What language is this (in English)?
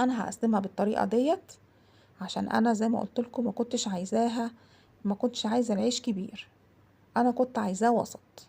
Egyptian Arabic